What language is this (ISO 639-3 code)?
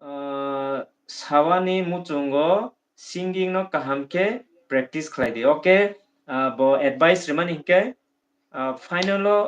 trp